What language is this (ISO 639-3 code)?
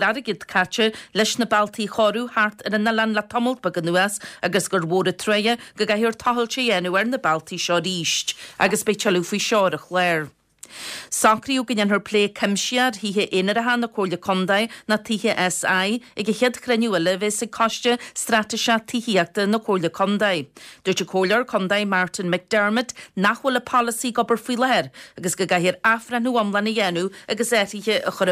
gle